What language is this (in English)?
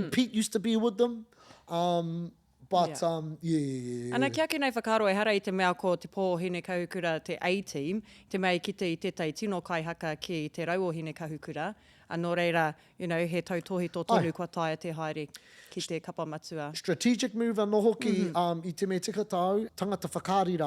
Māori